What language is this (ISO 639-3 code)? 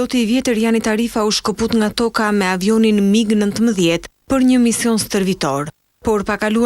sqi